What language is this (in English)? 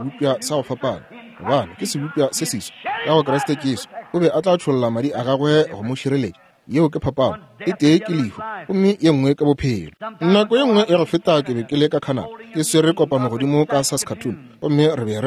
Northern Sotho